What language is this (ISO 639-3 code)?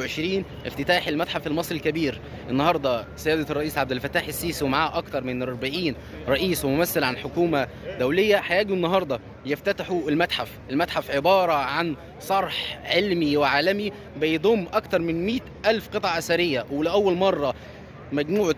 arz